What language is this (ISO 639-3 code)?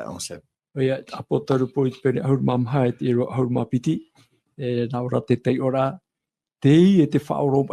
tah